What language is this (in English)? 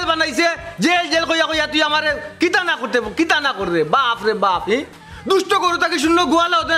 Sylheti